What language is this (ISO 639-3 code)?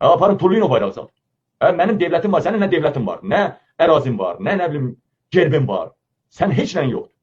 aze